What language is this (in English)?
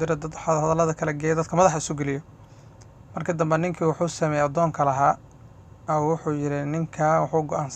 Somali